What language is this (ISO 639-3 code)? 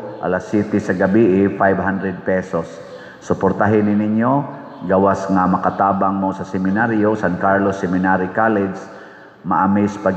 ceb